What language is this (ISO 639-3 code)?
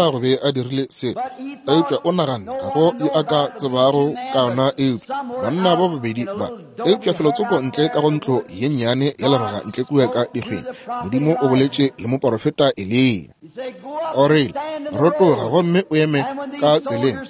nso